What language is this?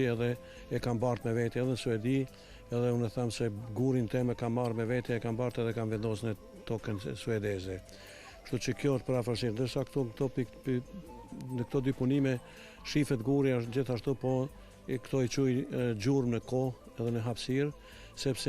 Albanian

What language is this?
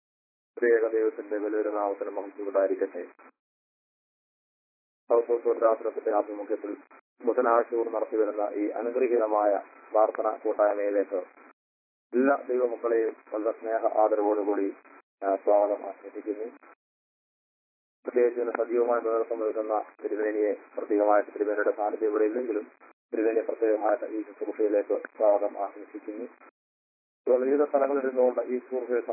Malayalam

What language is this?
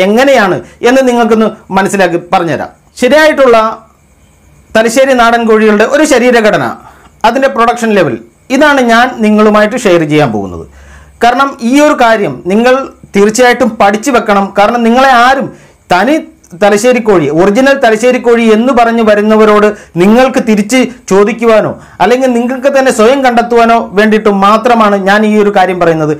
Malayalam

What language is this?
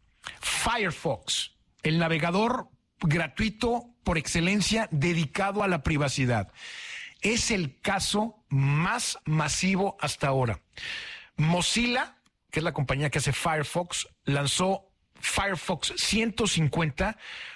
Spanish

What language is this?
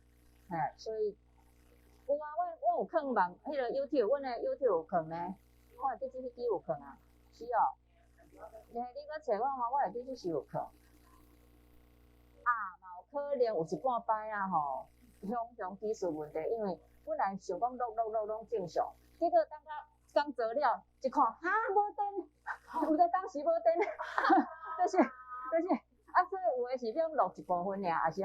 Min Nan Chinese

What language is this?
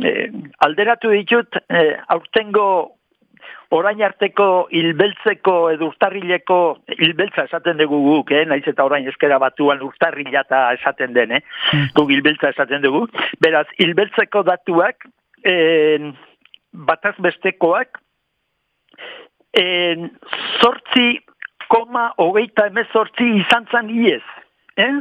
Basque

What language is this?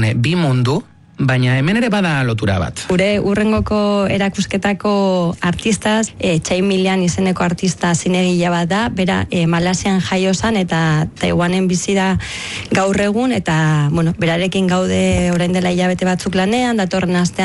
Basque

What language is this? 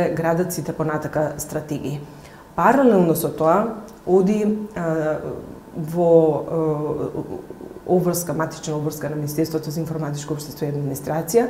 Macedonian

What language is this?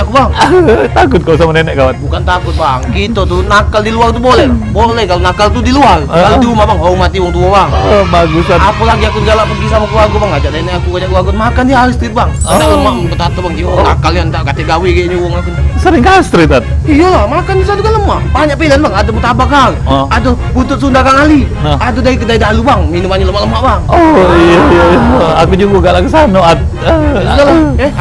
Musi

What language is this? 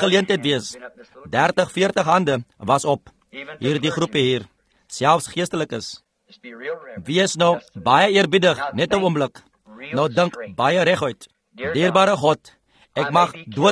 Afrikaans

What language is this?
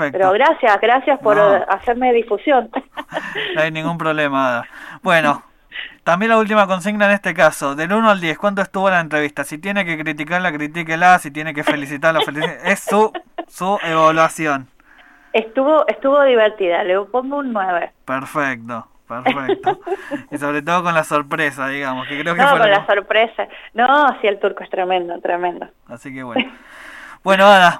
Spanish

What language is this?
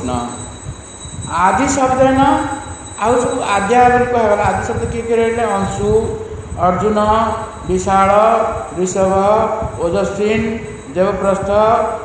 Odia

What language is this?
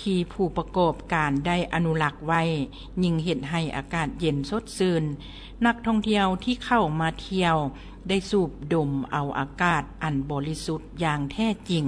Lao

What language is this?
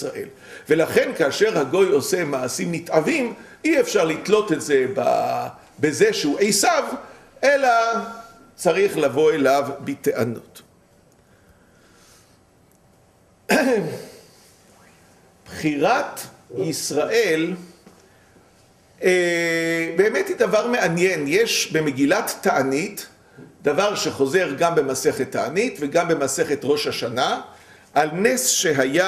Hebrew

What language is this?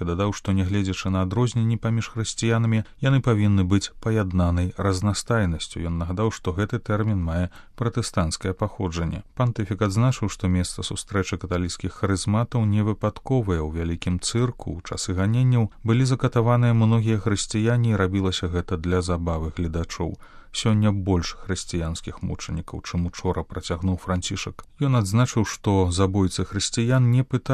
Belarusian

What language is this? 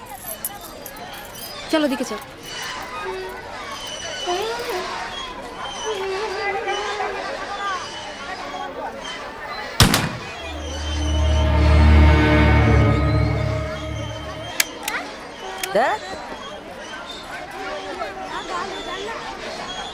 Bangla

